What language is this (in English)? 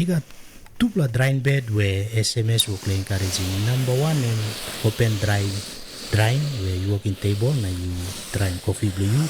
Tok Pisin